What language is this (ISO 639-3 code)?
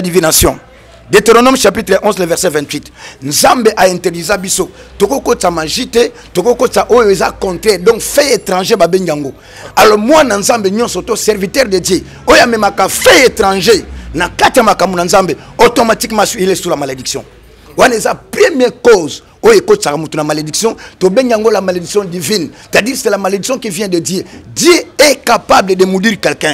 lin